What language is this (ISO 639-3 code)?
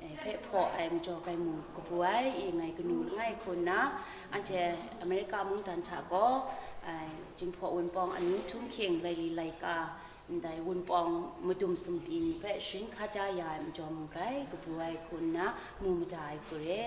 kac